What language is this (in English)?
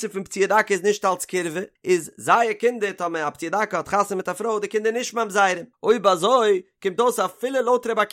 Yiddish